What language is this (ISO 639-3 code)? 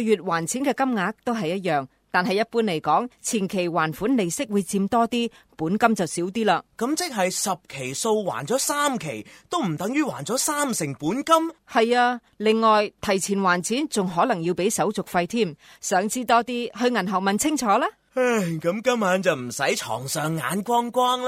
yue